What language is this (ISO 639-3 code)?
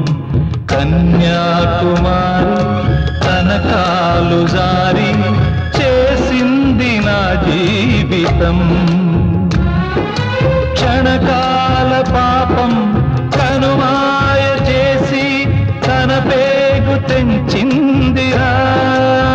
tel